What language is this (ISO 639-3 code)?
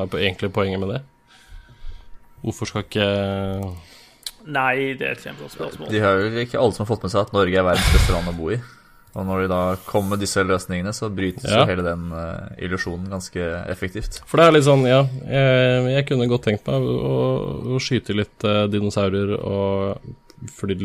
nor